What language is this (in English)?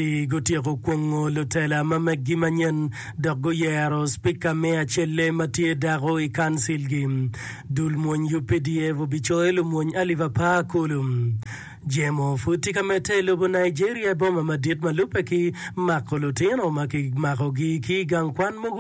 Acoli